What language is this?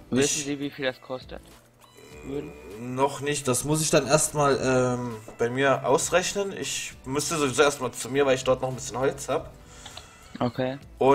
German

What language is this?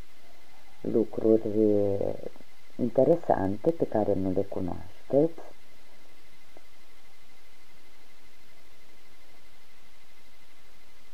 Romanian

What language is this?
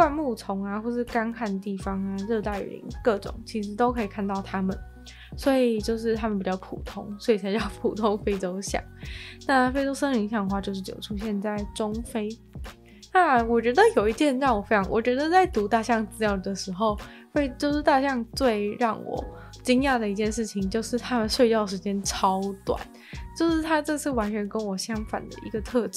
Chinese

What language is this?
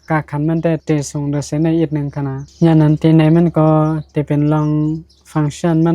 Shan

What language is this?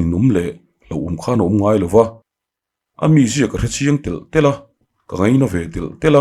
Mizo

